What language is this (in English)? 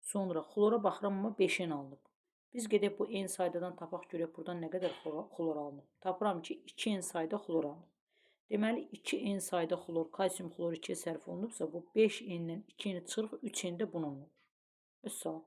Azerbaijani